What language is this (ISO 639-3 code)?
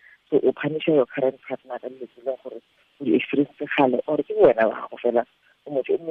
tsn